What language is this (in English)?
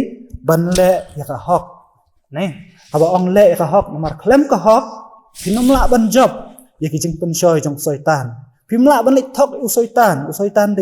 Khasi